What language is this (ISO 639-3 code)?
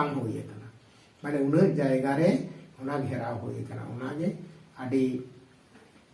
sat